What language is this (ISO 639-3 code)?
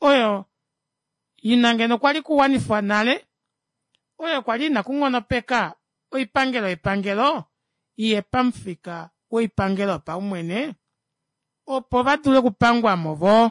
kua